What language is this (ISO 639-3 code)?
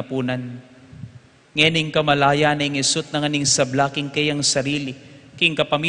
pam